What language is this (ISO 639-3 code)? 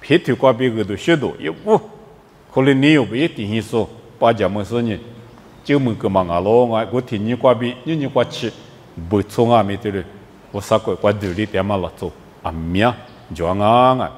lis